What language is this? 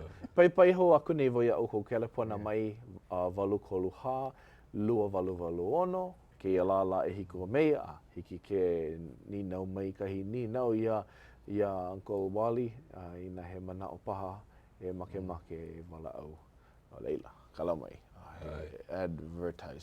Hawaiian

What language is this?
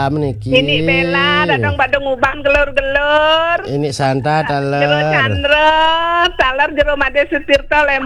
Balinese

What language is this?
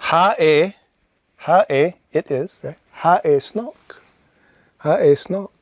Scottish Gaelic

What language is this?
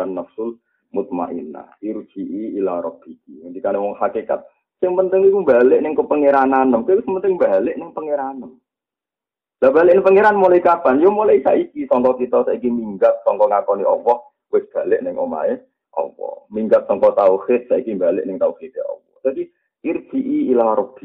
Javanese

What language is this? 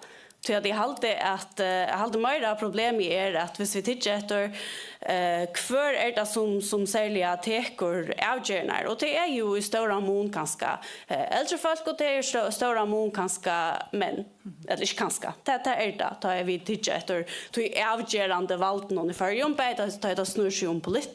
Faroese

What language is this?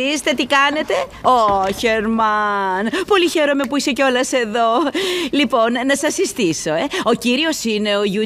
Greek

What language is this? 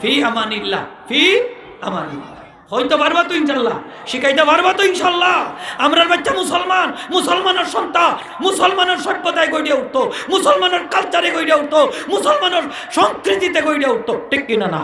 Sylheti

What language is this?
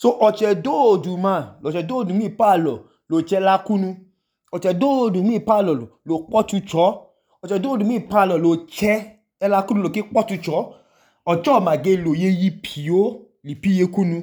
Idoma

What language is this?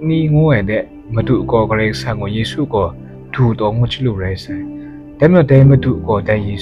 Kachin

